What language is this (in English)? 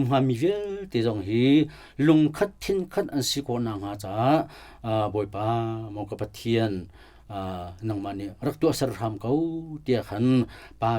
Hakha Chin